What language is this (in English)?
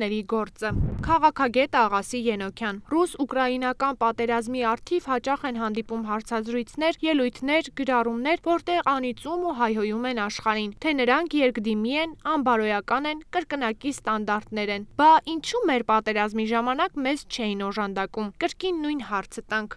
Armenian